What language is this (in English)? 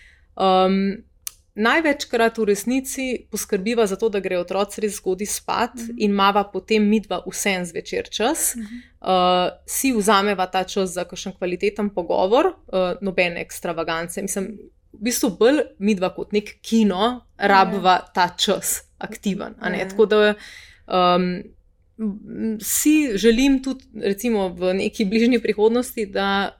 Slovenian